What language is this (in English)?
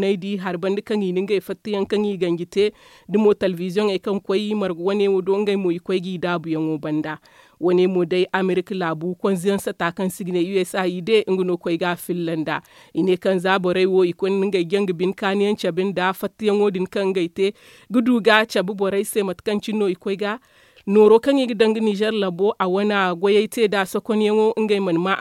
Zarma